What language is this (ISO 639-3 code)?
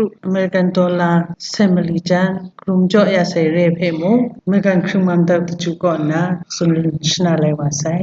kac